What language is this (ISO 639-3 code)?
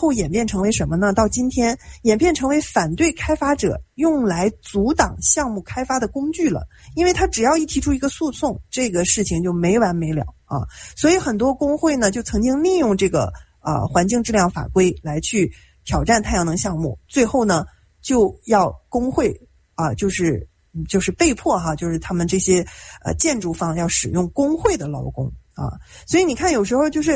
zho